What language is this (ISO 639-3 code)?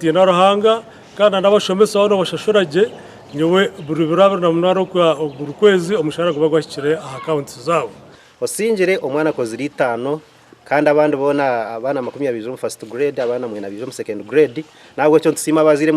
nyn